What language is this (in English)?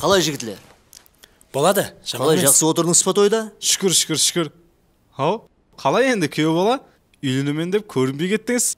Kara-Kalpak